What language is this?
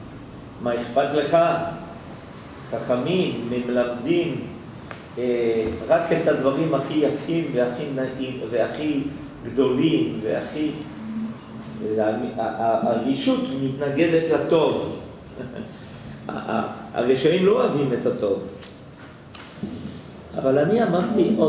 Hebrew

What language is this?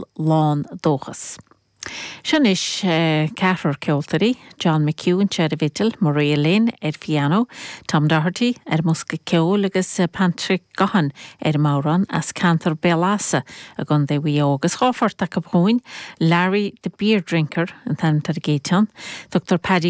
Irish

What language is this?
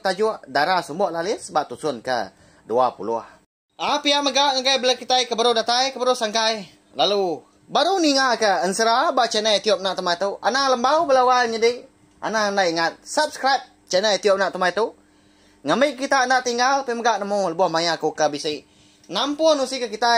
Iban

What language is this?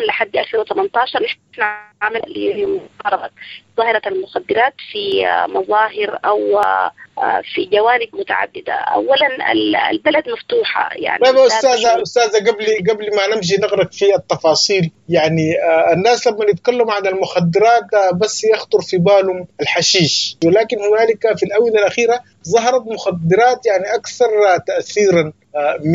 Sudanese Arabic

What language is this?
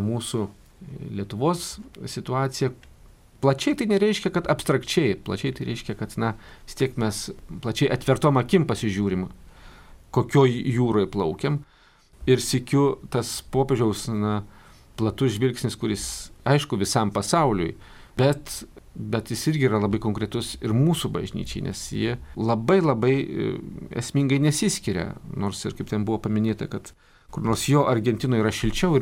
Lithuanian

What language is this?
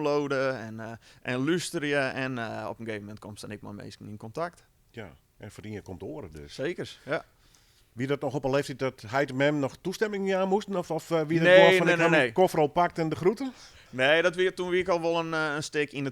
Western Frisian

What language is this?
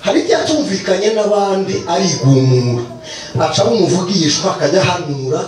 Kinyarwanda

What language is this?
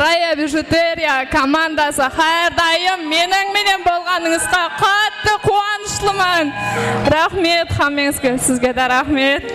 Kara-Kalpak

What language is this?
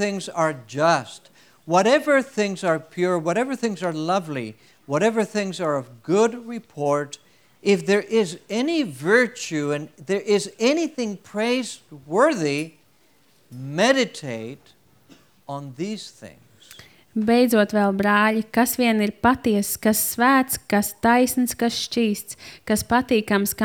Latvian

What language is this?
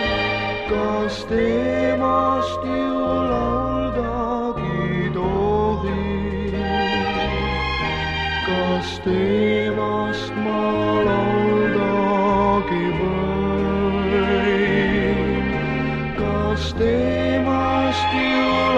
Estonian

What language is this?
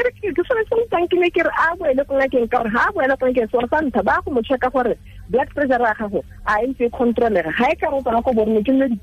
Tswana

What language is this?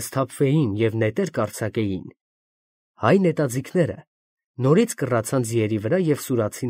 Armenian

